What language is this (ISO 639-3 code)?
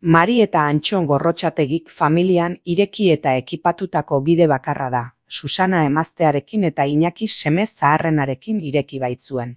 eus